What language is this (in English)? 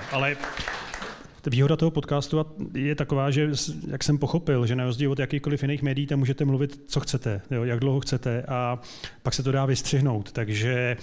Czech